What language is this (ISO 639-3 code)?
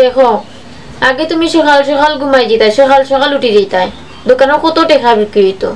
syl